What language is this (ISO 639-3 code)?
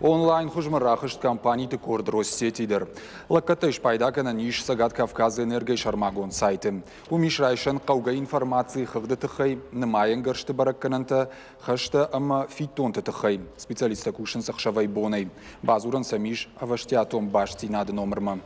oss